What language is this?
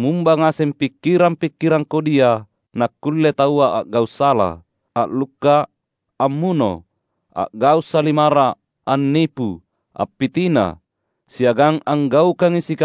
Makasar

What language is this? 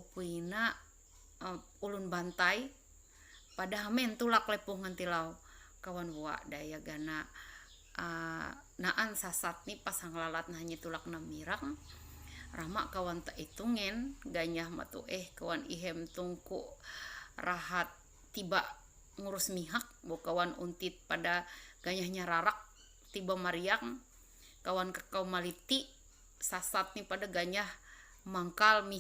Ma'anyan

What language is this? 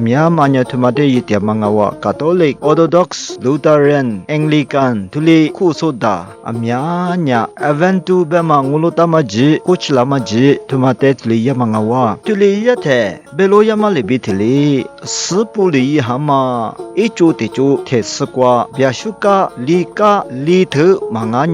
Lisu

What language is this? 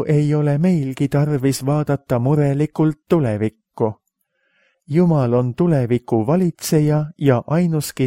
Estonian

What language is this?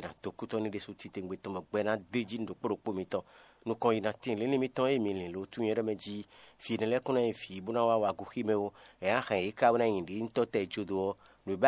Fon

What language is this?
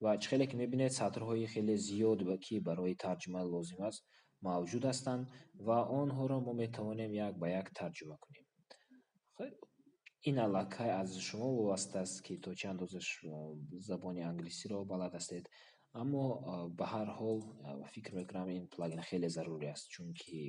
Tajik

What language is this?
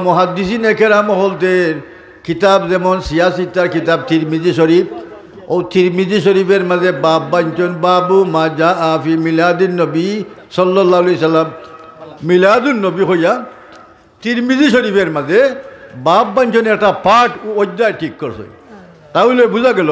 Sylheti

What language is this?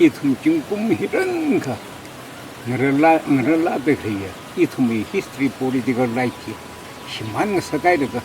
Tangkhul Naga (India)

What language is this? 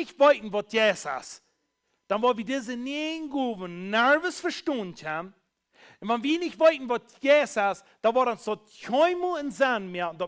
Plautdietsch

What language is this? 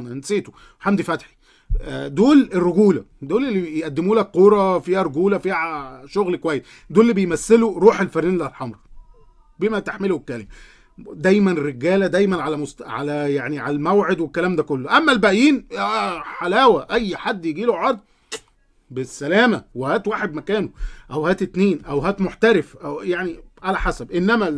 Egyptian Arabic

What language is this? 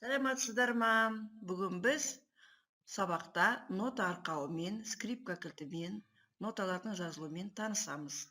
Kazakh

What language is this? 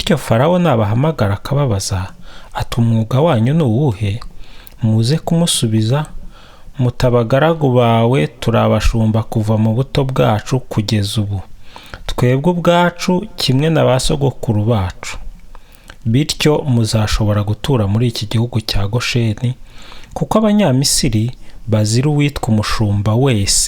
Kinyarwanda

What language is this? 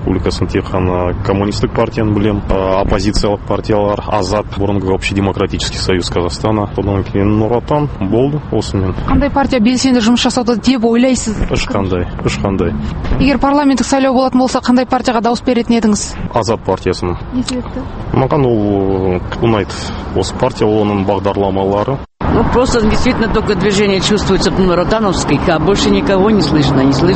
Kazakh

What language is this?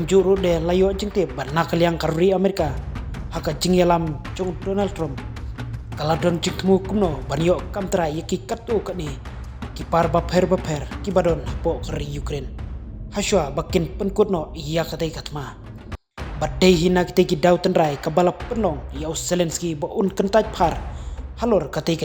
Khasi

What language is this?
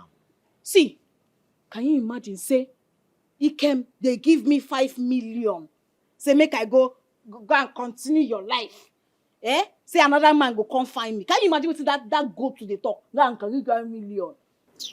Nigerian Pidgin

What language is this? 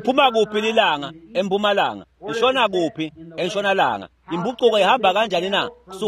Swati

